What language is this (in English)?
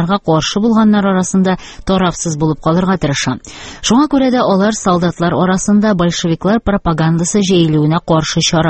Tatar